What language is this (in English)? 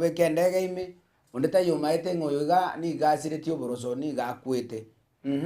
Gusii